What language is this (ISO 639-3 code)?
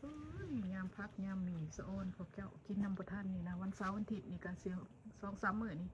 lao